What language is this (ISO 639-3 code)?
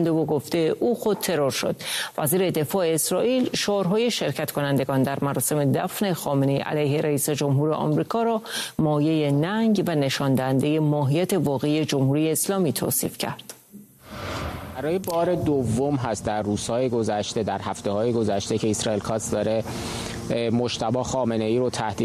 fas